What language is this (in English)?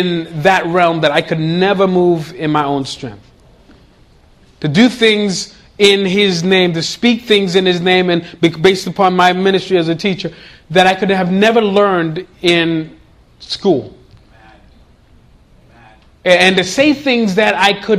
English